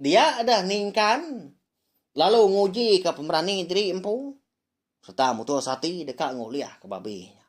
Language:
Iban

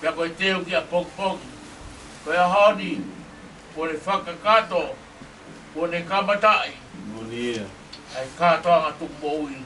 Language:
Tongan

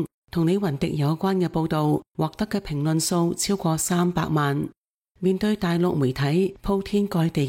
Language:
Cantonese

